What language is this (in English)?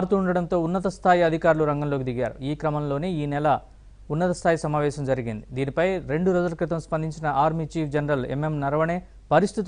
Telugu